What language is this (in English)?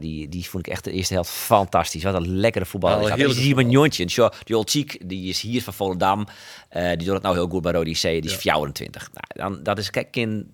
Western Frisian